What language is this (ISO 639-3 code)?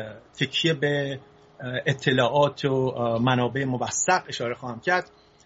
fas